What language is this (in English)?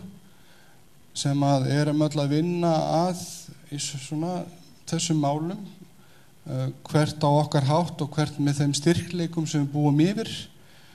Icelandic